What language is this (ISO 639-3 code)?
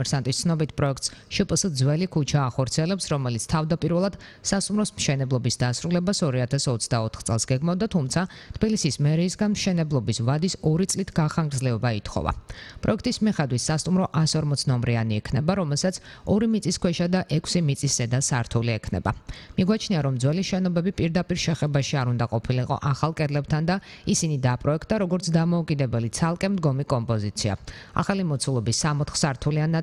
kat